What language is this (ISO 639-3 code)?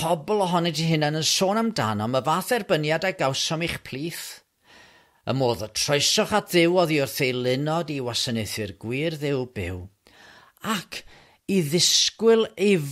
cym